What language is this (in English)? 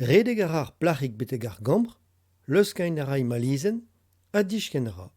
Breton